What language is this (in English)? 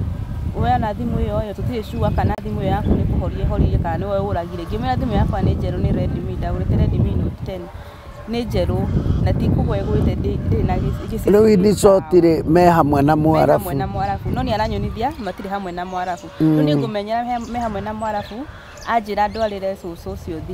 Kikuyu